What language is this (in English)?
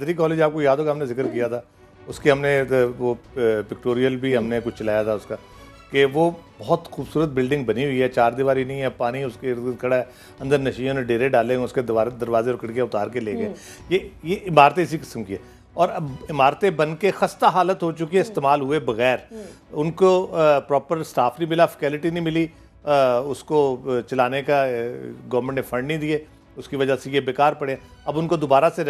Urdu